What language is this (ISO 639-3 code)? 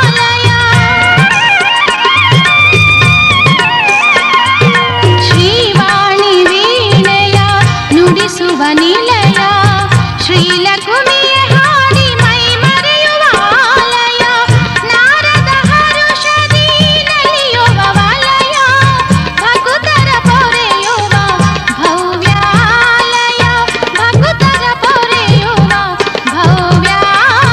kan